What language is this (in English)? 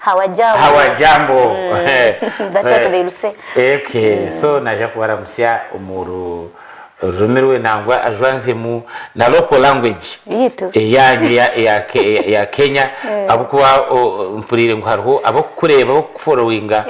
Nyankole